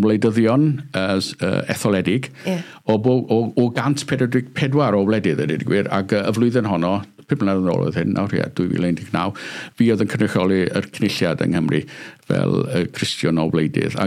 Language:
Welsh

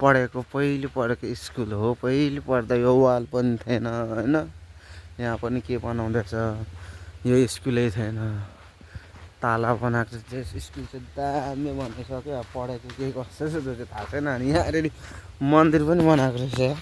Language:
Nepali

